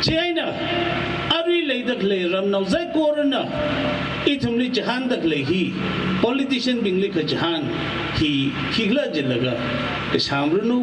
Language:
Tangkhul Naga (India)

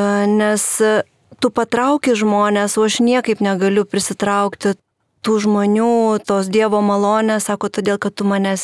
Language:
Lithuanian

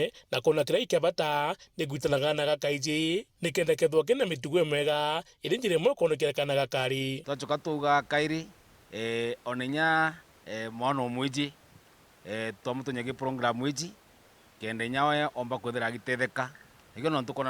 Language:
Meru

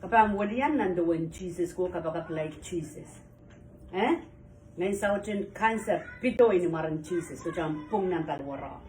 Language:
Pohnpeian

